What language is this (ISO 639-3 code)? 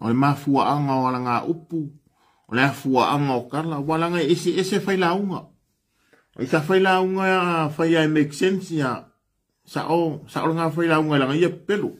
smo